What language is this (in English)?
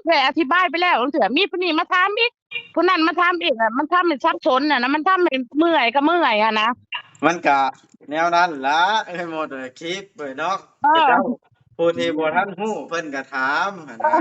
Northeastern Thai